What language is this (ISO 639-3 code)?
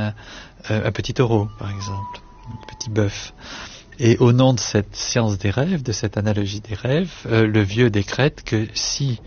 fra